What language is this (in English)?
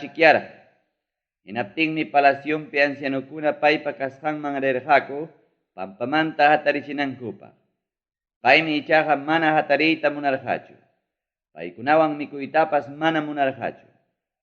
Ayacucho Quechua